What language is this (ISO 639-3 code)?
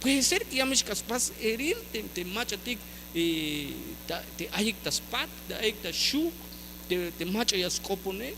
tzh